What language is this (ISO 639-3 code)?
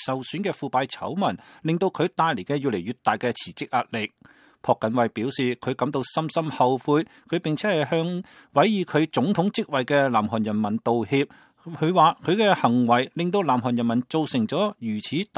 yue